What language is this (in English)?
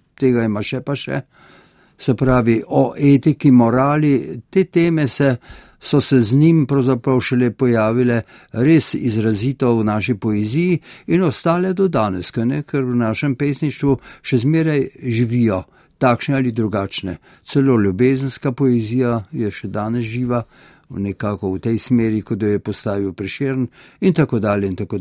Slovenian